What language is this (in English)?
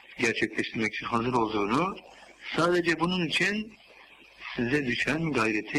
Turkish